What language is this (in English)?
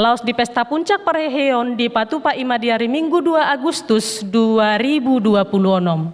Batak Toba